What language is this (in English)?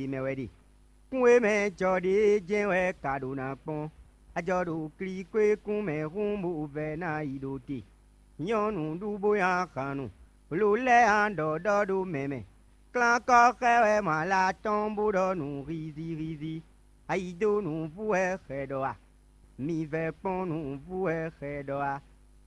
Fon